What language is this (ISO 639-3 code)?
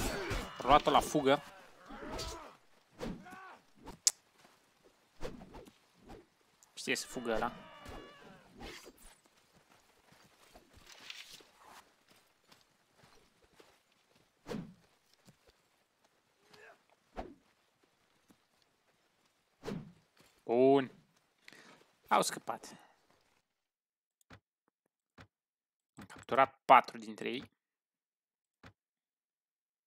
ron